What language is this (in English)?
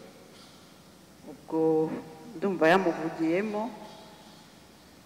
Kinyarwanda